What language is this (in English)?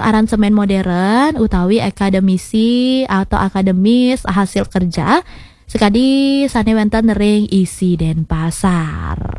Balinese